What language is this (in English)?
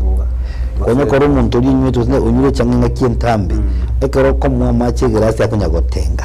Gusii